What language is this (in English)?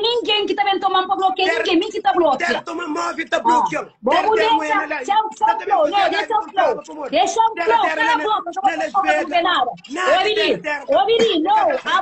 Kabuverdianu